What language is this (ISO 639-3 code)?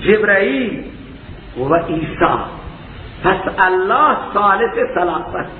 fas